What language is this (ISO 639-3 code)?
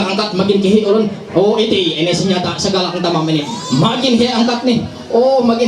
mhy